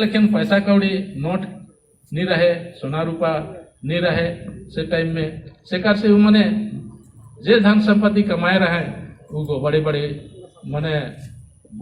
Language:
Sadri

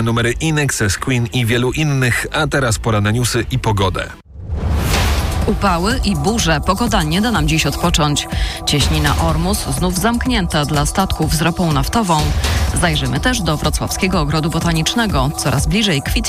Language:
Polish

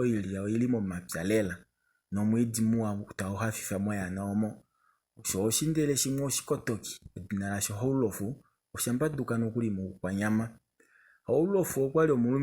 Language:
Kuanyama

